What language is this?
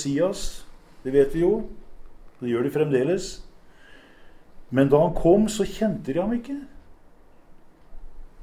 Norwegian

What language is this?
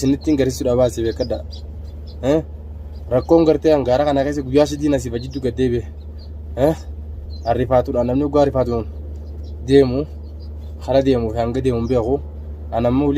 Oromo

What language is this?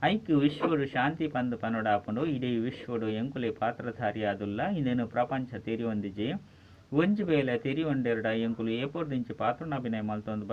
Tulu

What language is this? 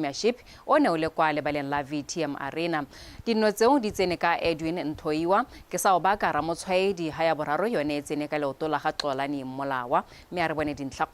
Tswana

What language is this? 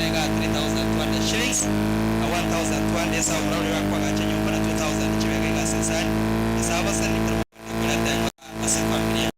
Gusii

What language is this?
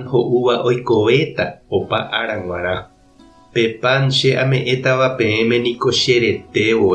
Guarani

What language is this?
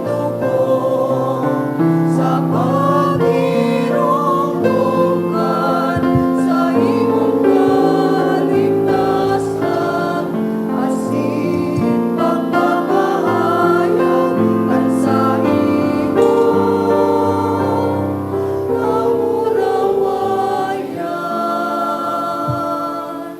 Bikol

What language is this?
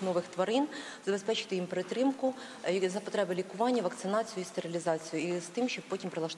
Ukrainian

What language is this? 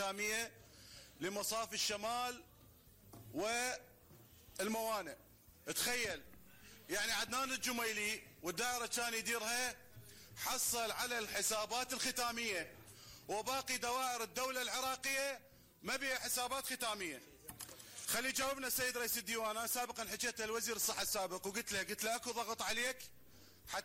Mesopotamian Arabic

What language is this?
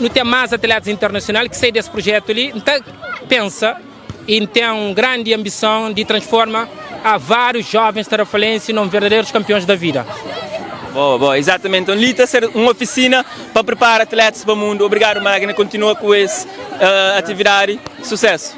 Kabuverdianu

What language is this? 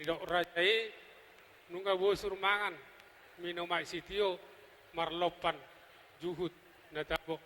Batak Toba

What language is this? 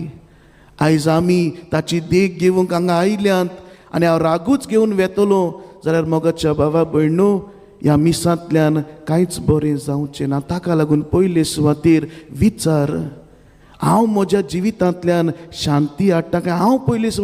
Konkani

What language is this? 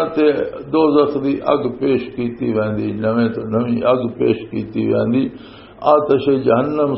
Western Panjabi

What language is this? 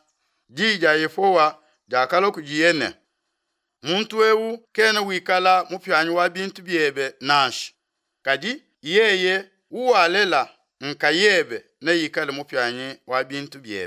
Luba-Lulua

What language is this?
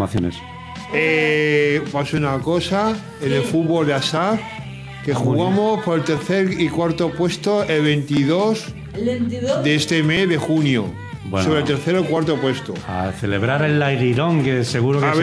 Spanish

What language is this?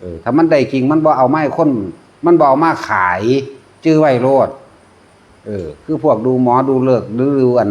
Northeastern Thai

